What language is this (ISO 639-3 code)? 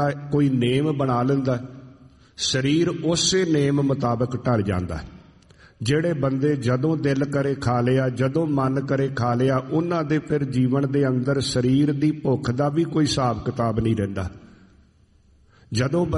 pan